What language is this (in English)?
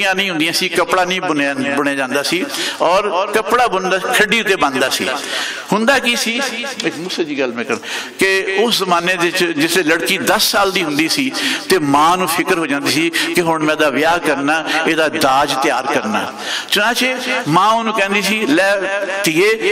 Western Panjabi